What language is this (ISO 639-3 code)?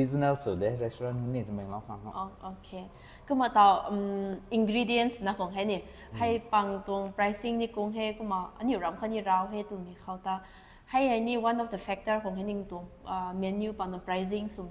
nbu